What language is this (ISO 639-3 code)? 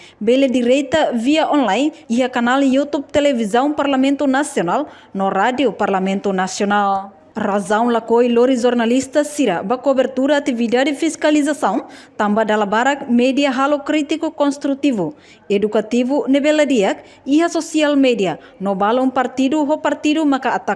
tet